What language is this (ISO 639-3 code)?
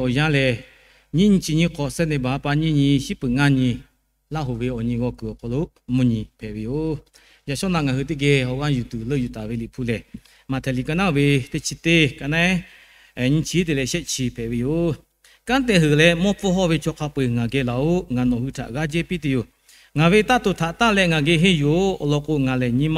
lhu